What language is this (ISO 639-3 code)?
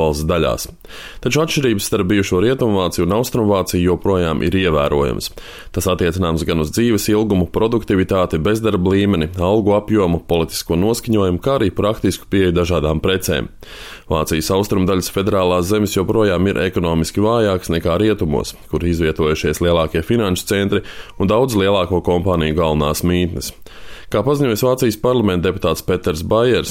lav